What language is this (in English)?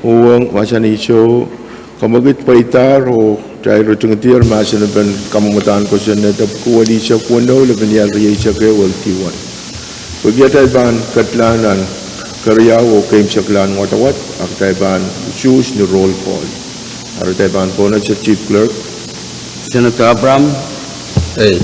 Pohnpeian